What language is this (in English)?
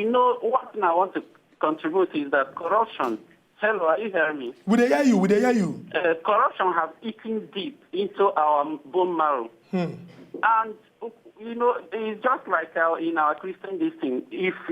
Nigerian Pidgin